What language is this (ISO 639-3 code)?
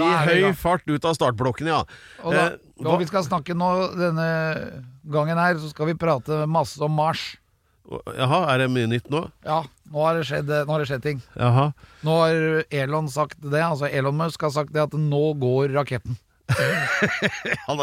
nor